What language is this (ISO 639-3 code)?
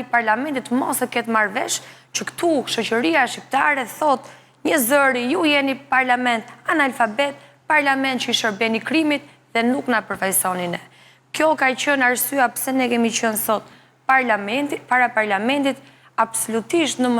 sqi